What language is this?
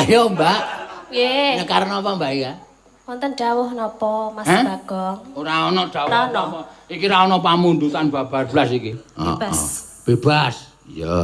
Javanese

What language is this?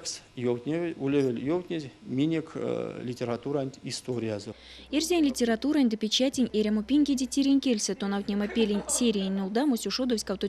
Erzya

